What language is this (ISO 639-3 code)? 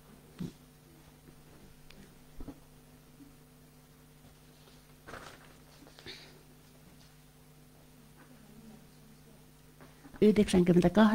fin